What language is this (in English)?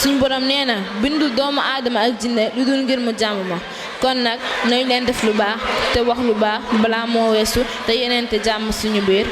Wolof